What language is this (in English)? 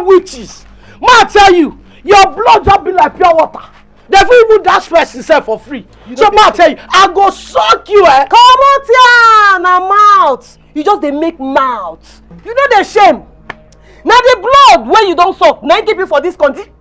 Nigerian Pidgin